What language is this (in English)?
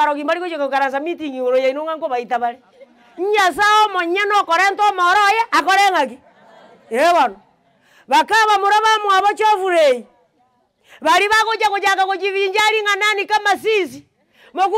Gusii